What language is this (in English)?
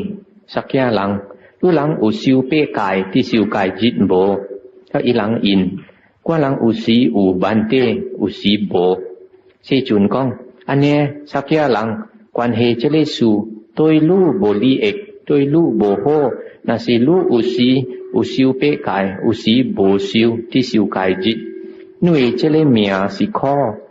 Min Nan Chinese